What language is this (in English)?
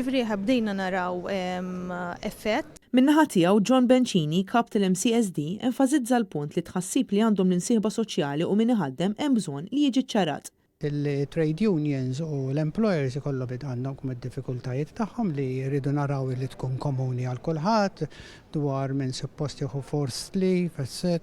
Maltese